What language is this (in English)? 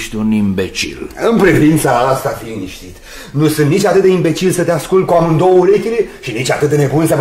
Romanian